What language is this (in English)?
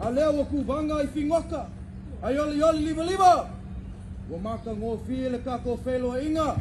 Samoan